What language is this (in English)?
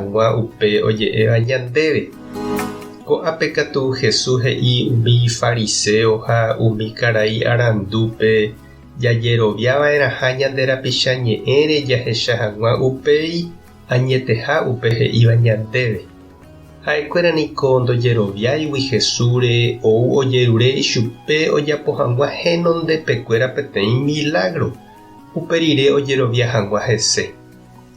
Guarani